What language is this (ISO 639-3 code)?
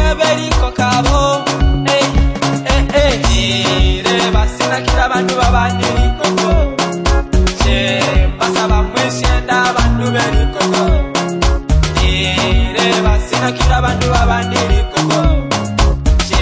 swa